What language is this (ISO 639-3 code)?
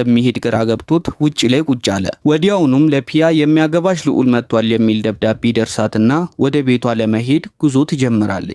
amh